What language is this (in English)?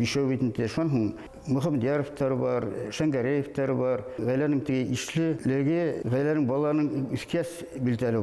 Bashkir